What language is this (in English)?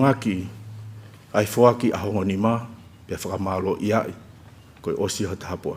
Tongan